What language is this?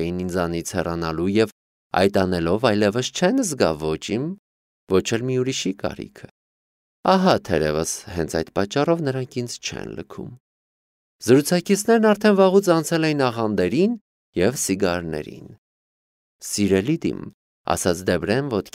Armenian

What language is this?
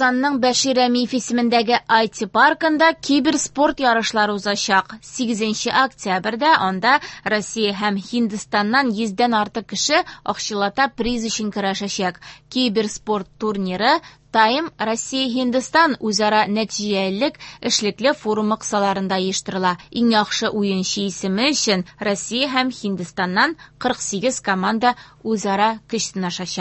Tatar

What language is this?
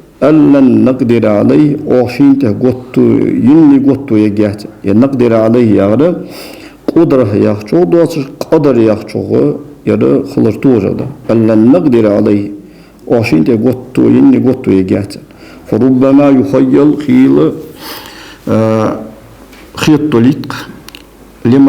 Ingush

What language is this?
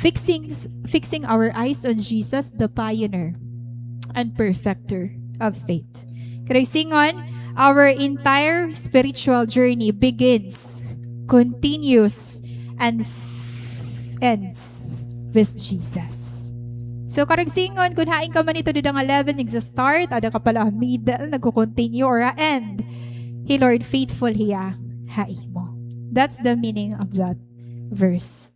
Waray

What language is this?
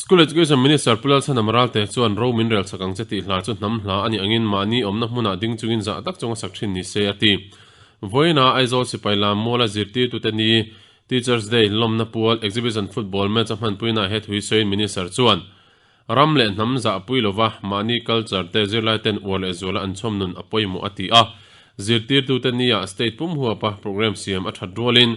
Mizo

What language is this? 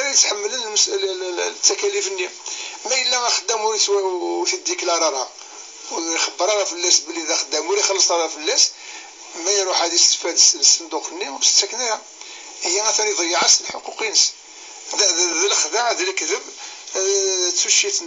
Kabyle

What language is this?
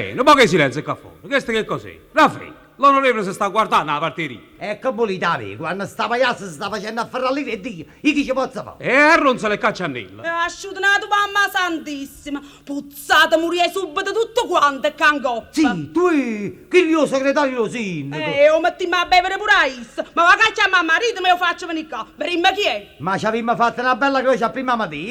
Neapolitan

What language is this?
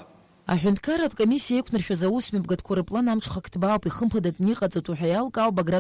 Abkhazian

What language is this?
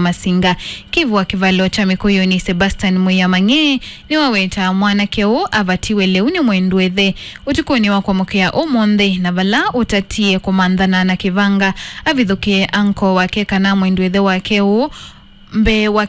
Kamba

